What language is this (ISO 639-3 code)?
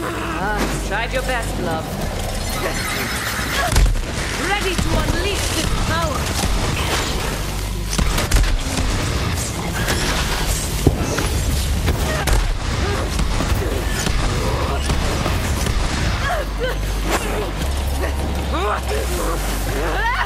eng